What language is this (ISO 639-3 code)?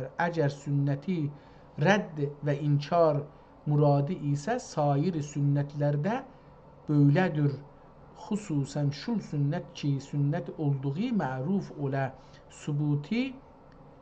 azb